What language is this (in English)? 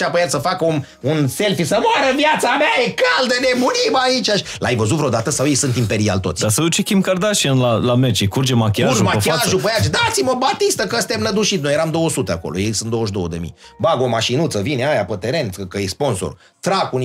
Romanian